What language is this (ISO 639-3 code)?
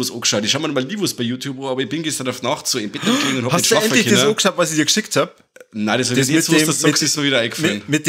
bar